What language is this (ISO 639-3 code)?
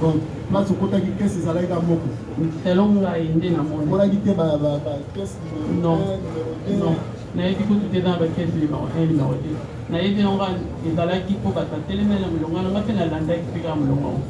lin